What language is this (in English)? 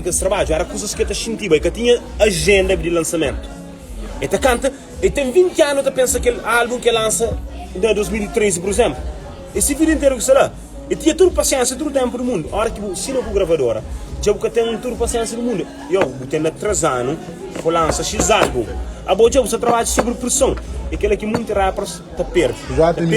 Kabuverdianu